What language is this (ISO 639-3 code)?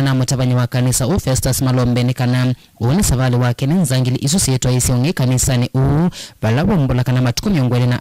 kam